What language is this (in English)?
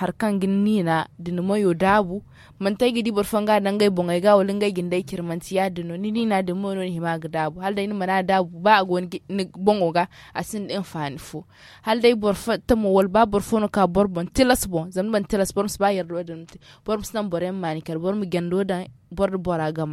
Zarma